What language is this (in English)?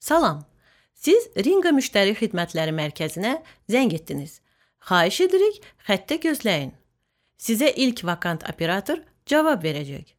Azerbaijani